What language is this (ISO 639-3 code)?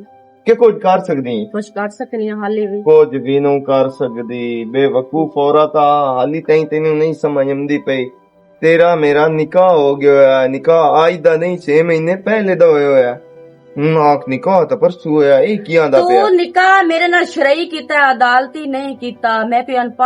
lah